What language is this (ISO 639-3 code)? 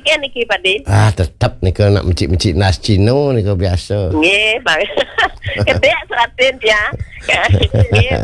ban